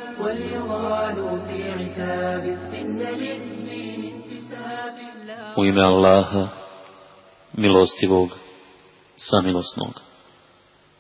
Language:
Bosnian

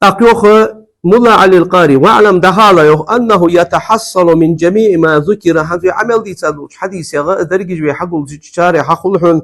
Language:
Ingush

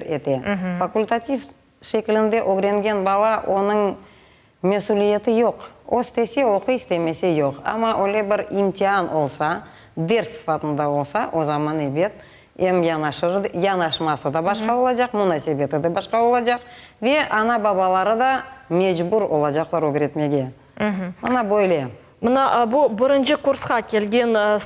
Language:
Crimean Tatar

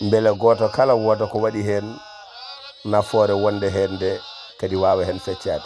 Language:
Fula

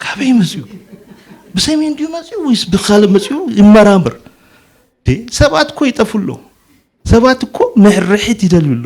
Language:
Tigrinya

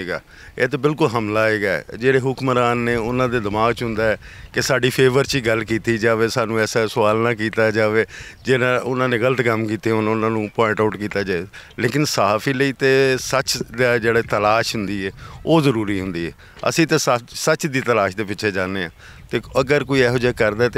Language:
Western Panjabi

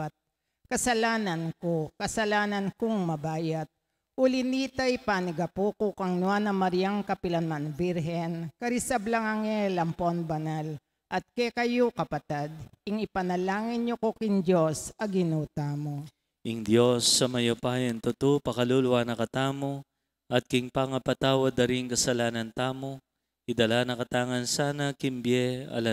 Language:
Pampanga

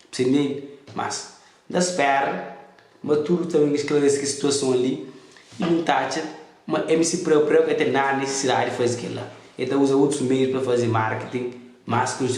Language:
Kabuverdianu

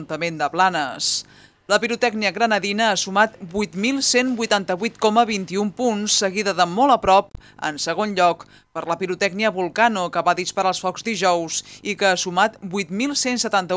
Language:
Catalan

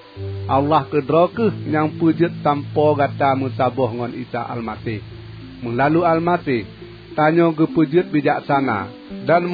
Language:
Achinese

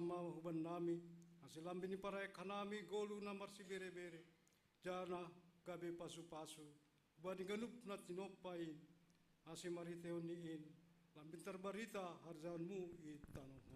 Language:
Batak Simalungun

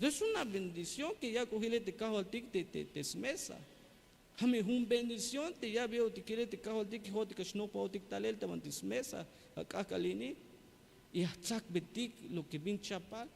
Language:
Tzeltal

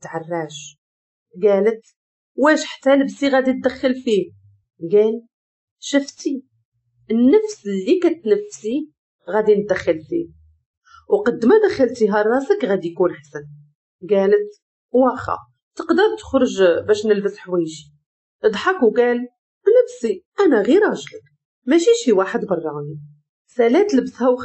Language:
Moroccan Arabic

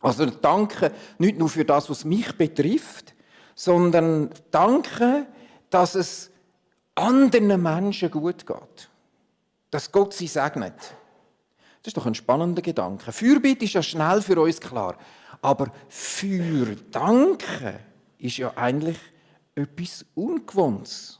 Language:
Swiss German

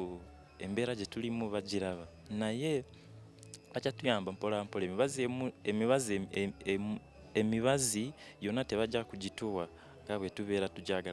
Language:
Ganda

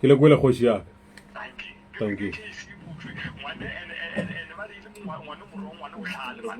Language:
Northern Sotho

